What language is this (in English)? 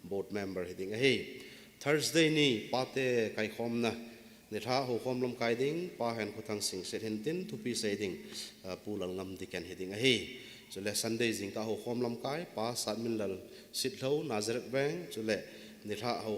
Thado Chin